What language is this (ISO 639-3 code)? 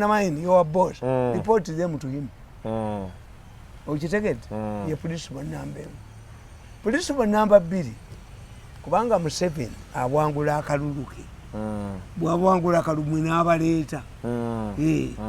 lug